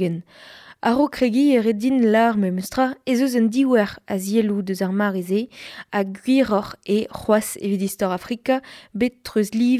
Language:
Breton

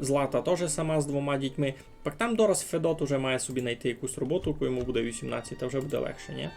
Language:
Rusyn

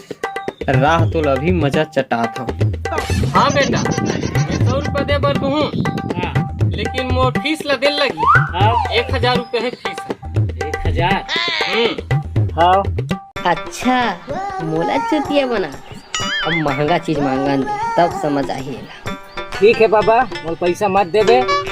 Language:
Chhattisgarhi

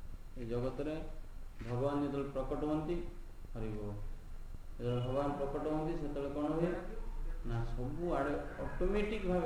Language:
Odia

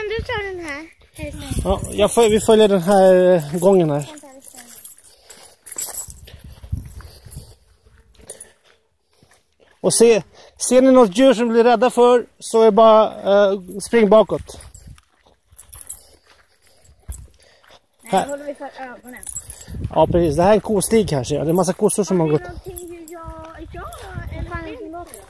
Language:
Swedish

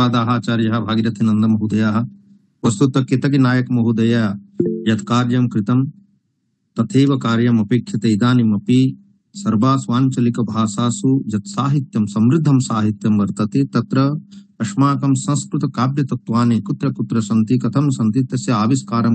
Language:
Sanskrit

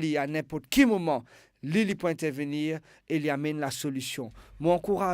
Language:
Morisyen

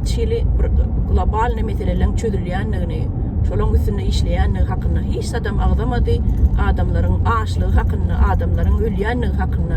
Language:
Turkmen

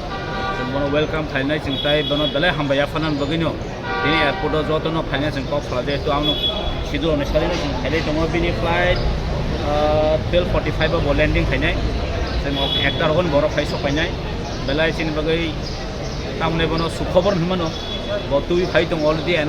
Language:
Kok Borok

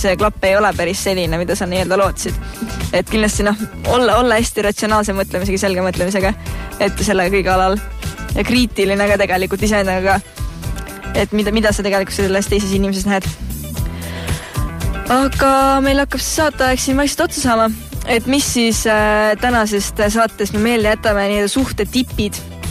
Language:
Estonian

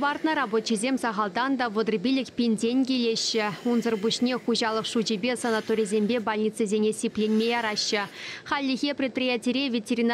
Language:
Chuvash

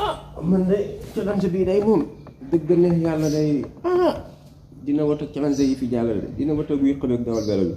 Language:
Wolof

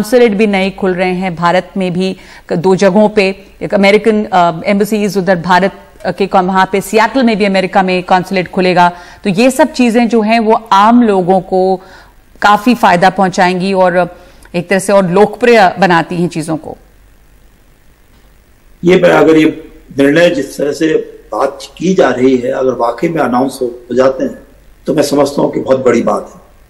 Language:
Hindi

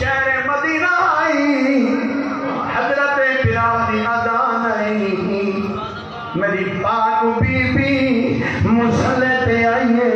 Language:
Saraiki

